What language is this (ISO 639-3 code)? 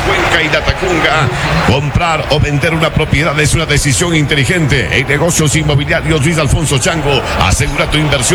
spa